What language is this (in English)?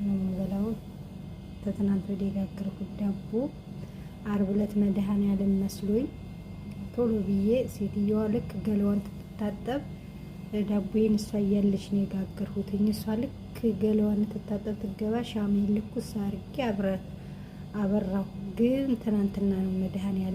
Amharic